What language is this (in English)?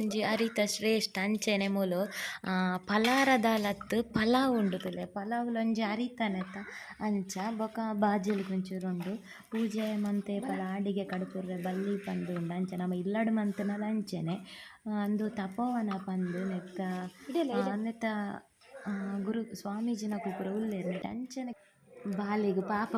Tulu